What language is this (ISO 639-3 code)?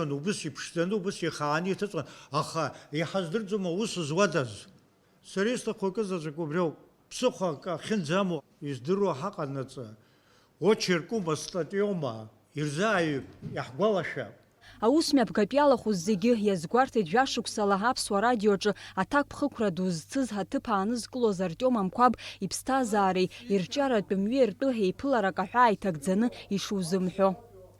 abk